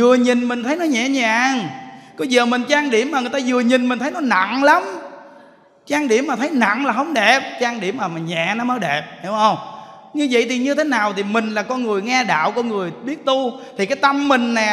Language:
Vietnamese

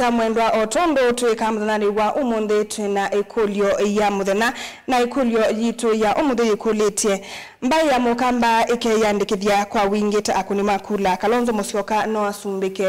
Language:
Kamba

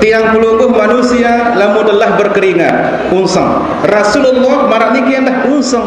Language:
Sasak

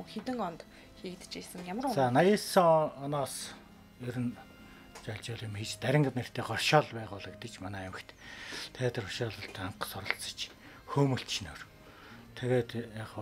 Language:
Mongolian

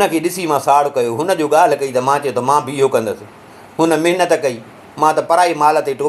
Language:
Sindhi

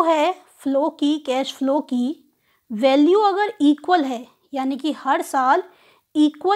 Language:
Hindi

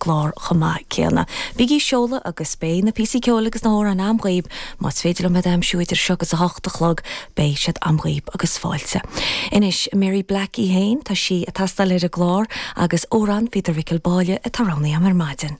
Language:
Irish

